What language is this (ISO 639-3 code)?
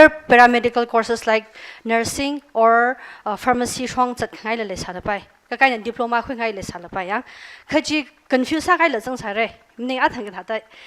nmf